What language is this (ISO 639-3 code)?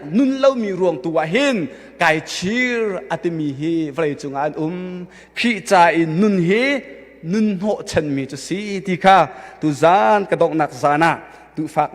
cnh